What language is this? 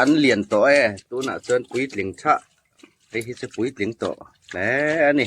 Hmar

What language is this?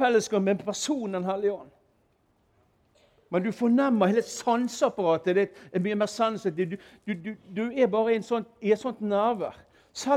Norwegian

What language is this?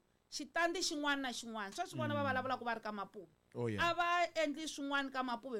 Tsonga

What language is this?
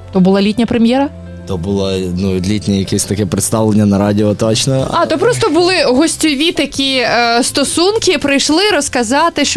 Ukrainian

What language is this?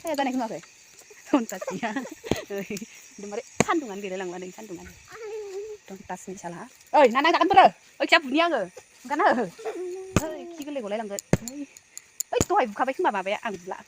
Bodo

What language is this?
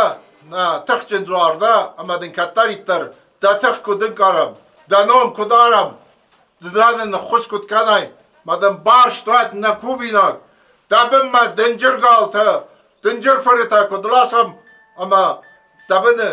Ossetic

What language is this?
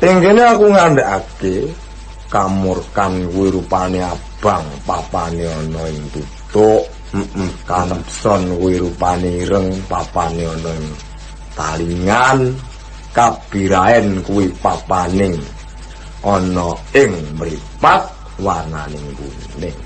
Javanese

